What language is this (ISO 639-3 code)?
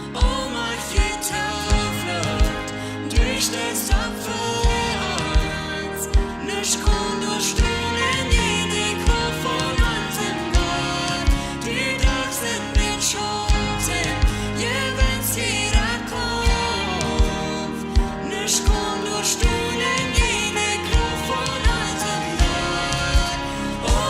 pdt